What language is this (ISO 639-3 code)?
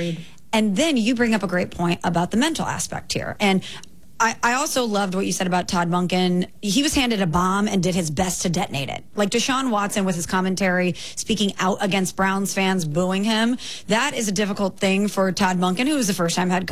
eng